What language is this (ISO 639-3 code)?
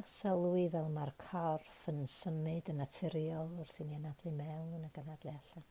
cym